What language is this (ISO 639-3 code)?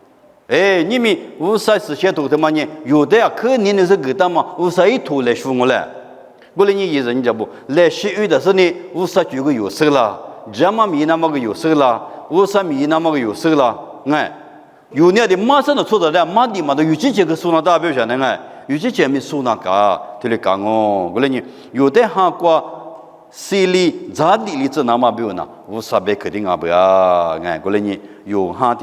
lis